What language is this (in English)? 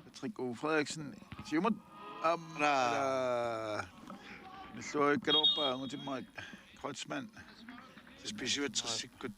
Kalaallisut